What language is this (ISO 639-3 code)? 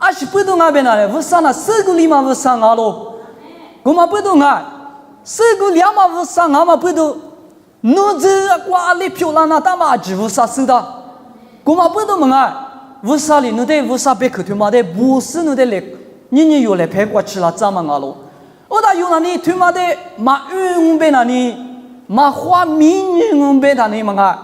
lis